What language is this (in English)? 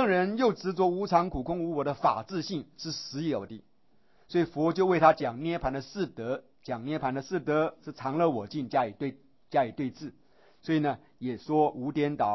Chinese